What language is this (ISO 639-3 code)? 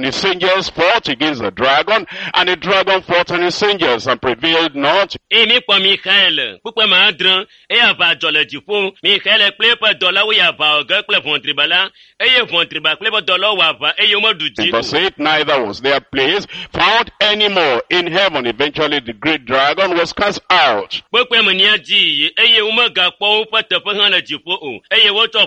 ewe